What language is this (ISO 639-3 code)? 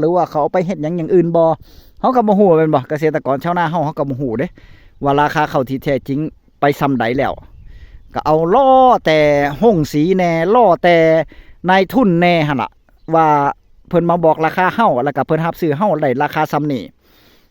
tts